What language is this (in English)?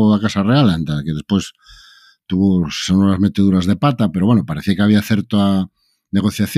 Galician